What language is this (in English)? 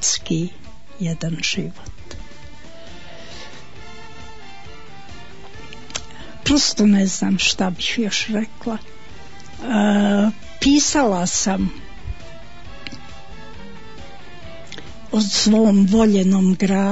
Bosnian